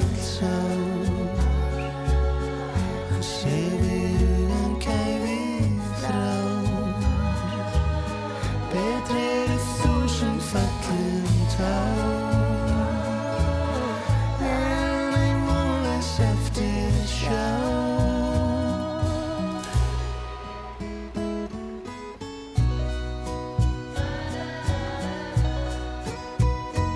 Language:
Icelandic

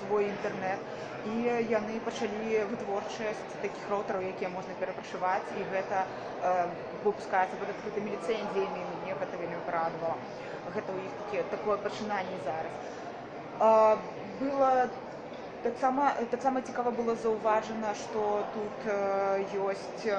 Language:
Belarusian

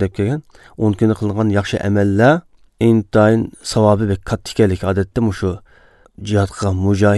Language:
Uyghur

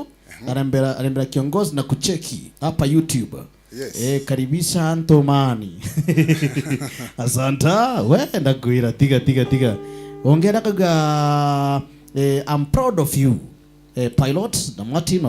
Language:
Meru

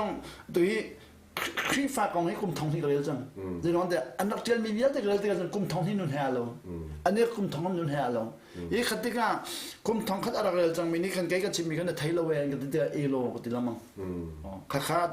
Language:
Hakha Chin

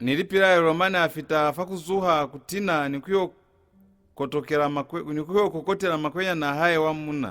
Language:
Lozi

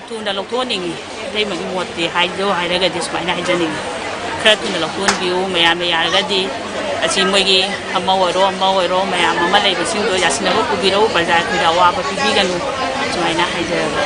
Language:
Manipuri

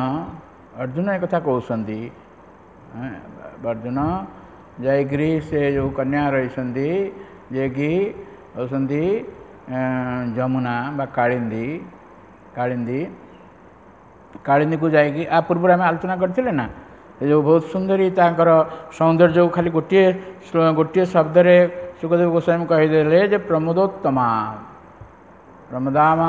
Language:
Odia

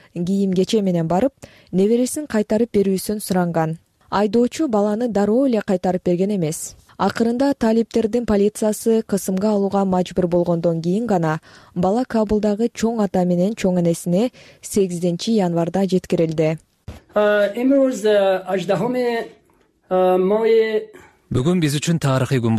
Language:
Kyrgyz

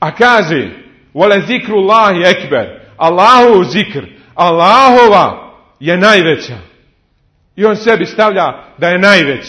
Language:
Bosnian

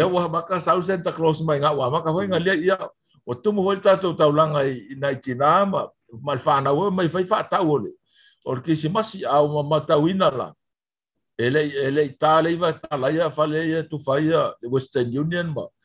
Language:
Samoan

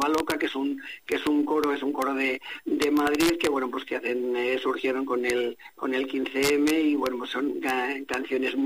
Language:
Spanish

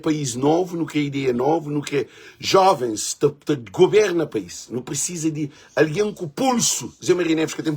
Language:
Kabuverdianu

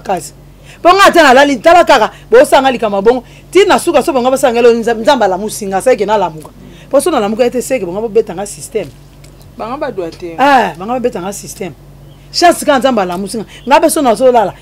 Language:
Lingala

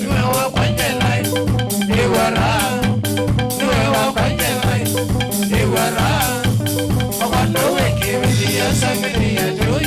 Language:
Kamba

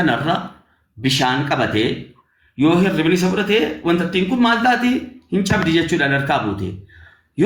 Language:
Oromo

